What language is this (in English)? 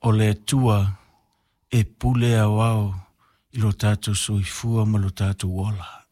Samoan